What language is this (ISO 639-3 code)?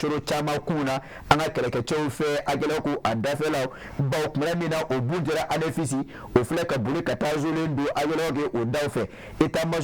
bam